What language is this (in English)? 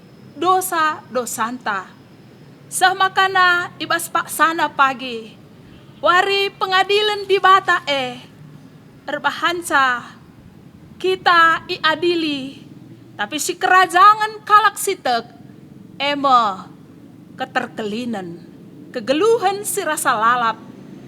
Batak Karo